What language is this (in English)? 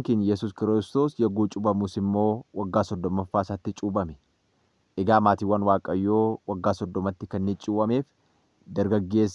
Oromo